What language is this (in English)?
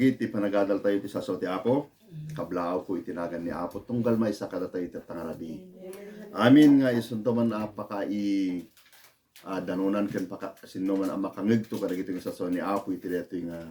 Iloko